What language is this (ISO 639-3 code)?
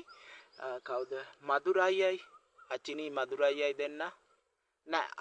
sin